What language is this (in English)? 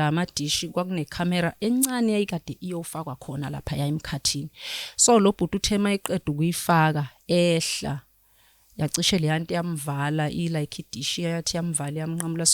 Zulu